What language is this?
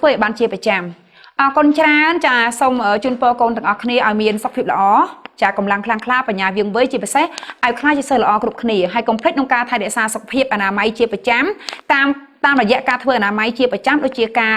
Khmer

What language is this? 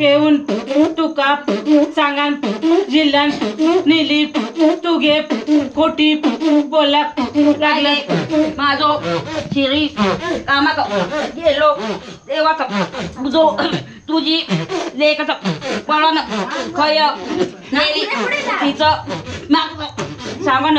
Konkani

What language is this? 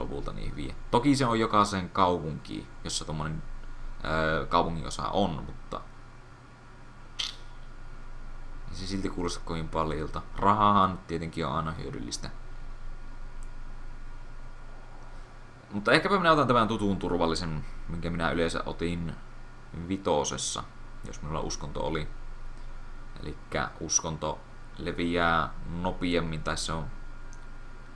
Finnish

